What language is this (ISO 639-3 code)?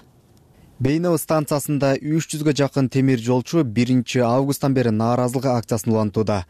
kir